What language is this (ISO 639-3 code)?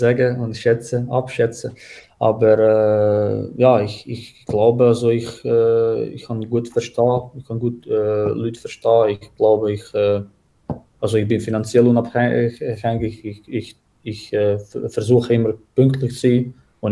gsw